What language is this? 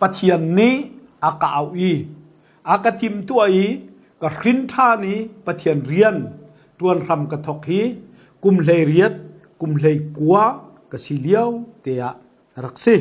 Hakha Chin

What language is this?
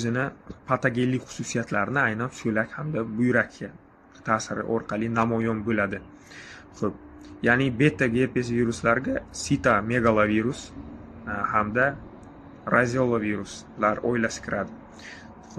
Uzbek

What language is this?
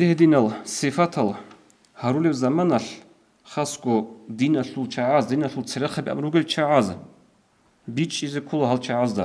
Avaric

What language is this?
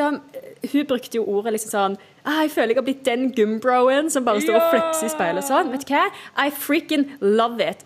Norwegian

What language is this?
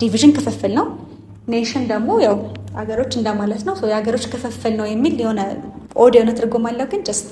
Amharic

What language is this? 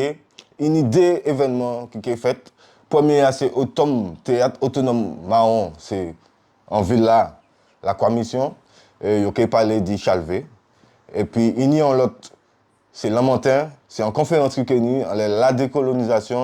Guadeloupean Creole French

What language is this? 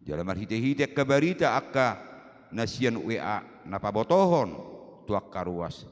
Batak Toba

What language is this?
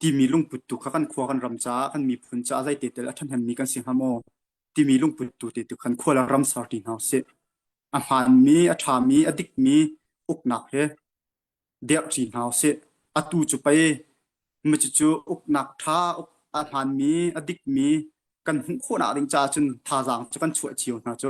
Hakha Chin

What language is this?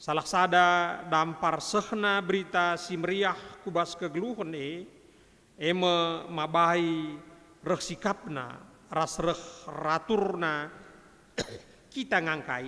Batak Karo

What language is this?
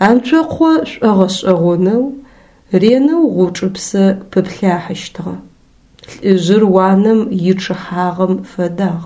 Adyghe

